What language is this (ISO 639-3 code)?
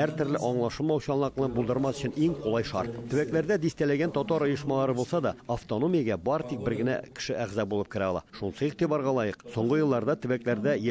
tat